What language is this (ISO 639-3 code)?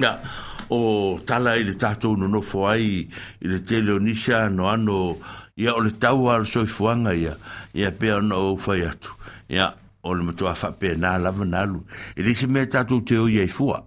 smo